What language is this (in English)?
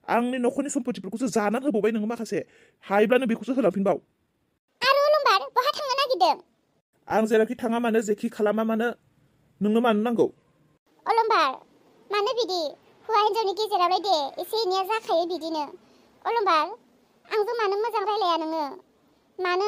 Bodo